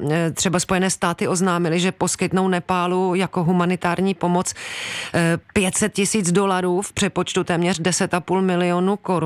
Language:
Czech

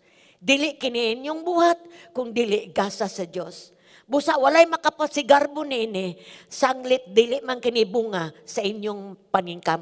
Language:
Cebuano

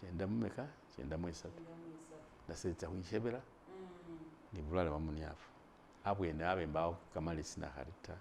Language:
Masaaba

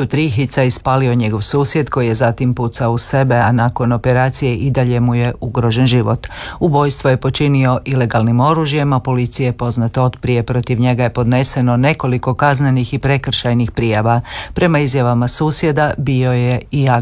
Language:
Croatian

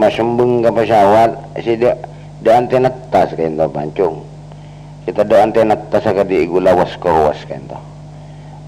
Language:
Madurese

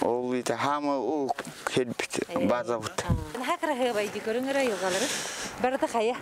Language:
Yakut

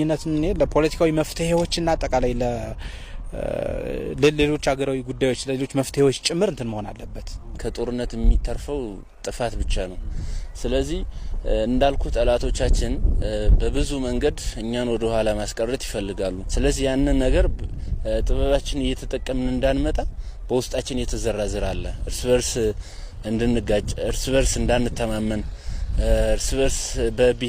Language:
Amharic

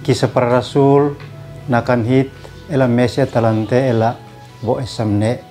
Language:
Uab Meto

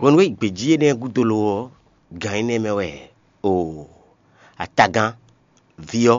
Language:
Fon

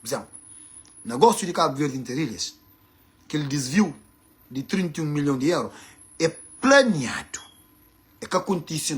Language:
Kabuverdianu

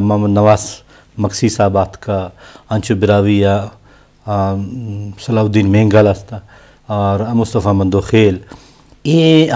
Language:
Eastern Balochi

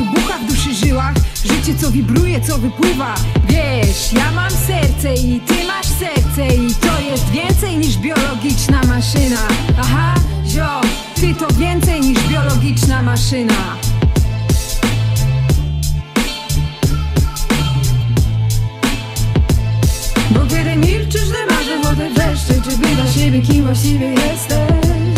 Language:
Polish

